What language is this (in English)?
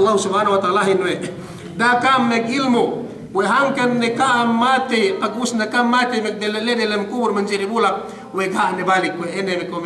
Yakan